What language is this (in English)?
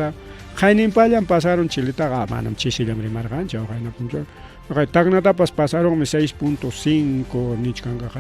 Ayacucho Quechua